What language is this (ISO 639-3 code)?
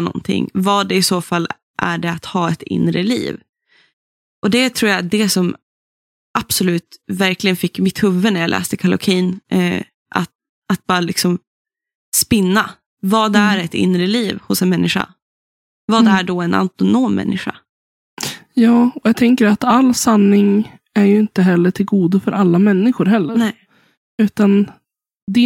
swe